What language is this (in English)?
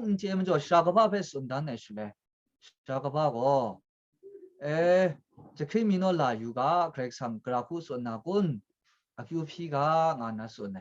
Kachin